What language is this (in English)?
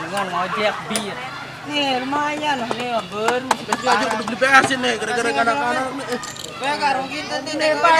Sasak